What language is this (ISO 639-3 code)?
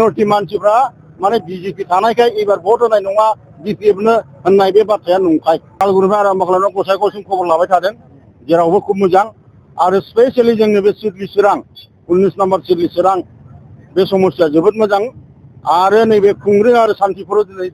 brx